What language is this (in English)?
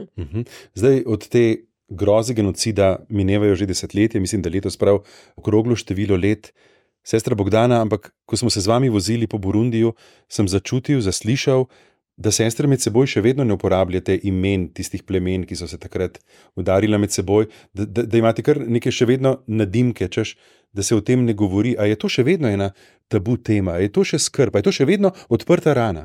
Slovenian